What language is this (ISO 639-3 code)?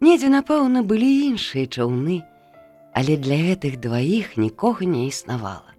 bel